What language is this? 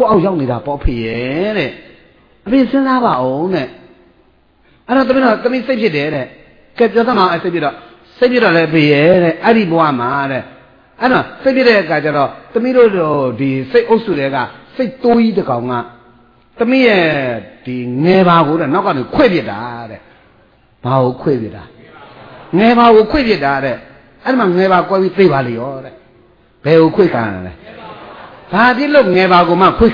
Burmese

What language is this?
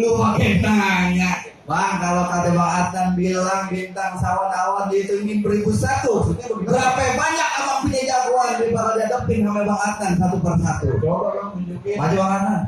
Betawi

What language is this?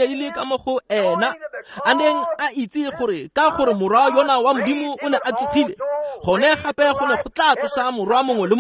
Tswana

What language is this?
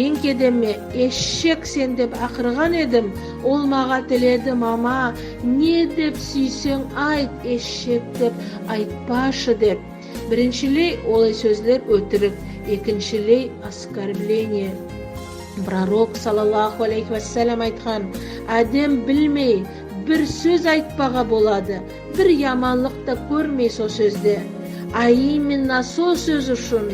Nogai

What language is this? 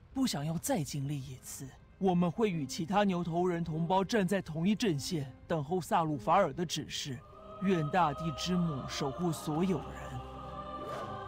Chinese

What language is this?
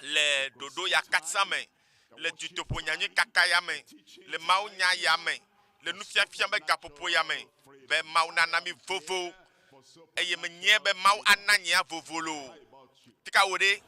Ewe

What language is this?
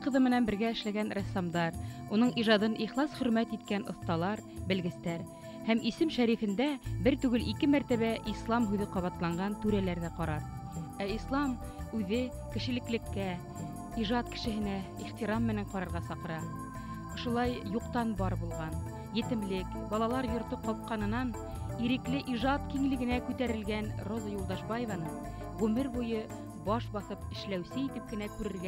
Bashkir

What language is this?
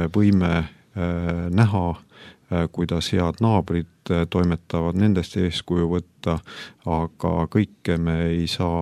Estonian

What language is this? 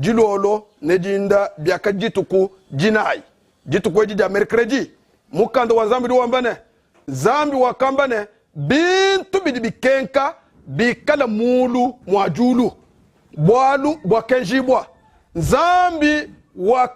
Luba-Lulua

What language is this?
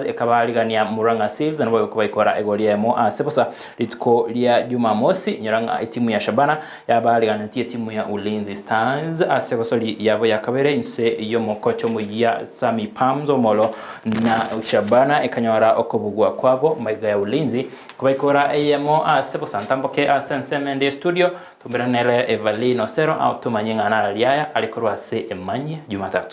Gusii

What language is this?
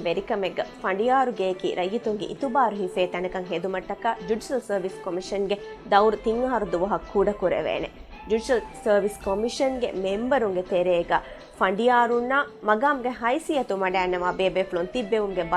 Divehi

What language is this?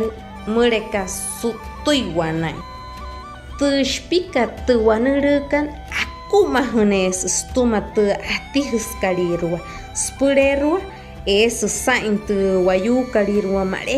Wayuu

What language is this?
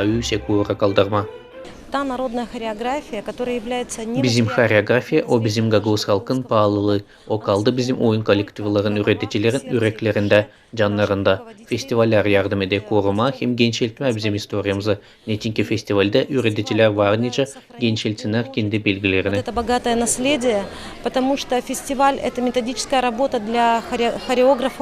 Gagauz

